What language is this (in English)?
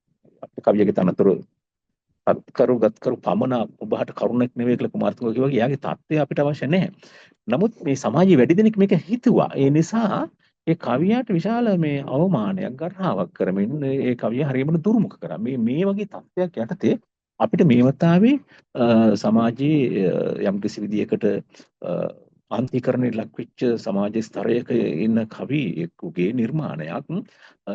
Sinhala